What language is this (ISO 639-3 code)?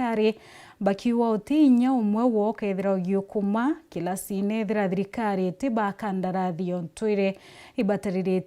mer